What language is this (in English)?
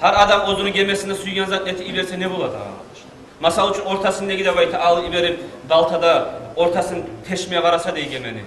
Kumyk